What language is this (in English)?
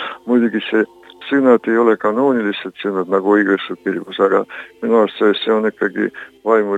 Estonian